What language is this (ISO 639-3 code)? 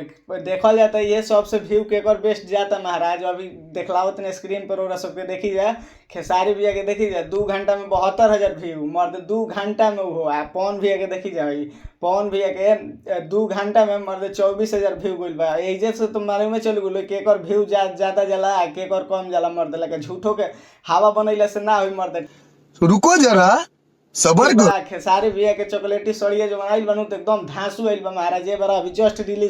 bho